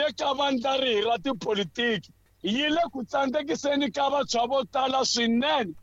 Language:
Tsonga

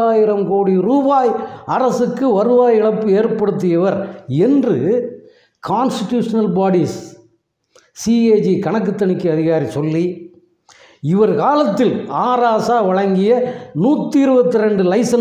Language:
Tamil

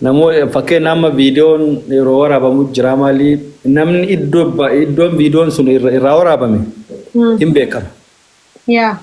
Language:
Oromo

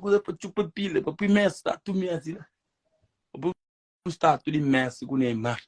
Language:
Kabuverdianu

